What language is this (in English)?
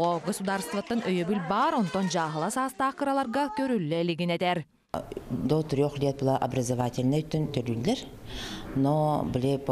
Yakut